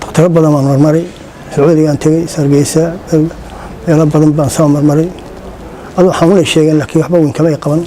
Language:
Somali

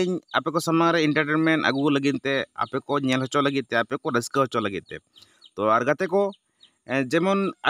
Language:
Santali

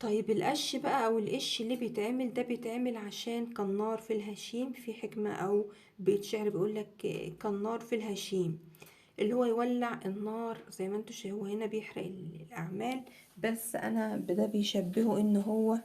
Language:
Egyptian Arabic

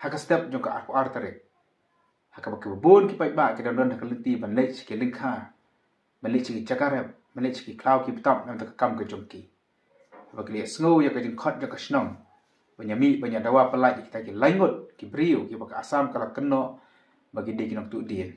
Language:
Khasi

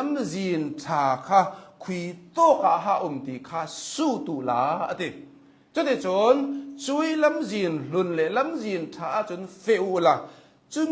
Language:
Hakha Chin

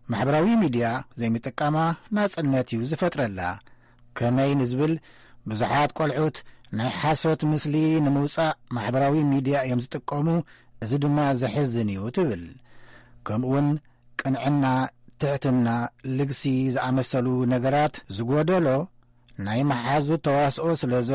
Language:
Tigrinya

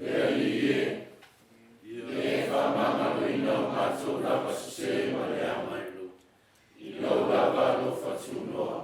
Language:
Samoan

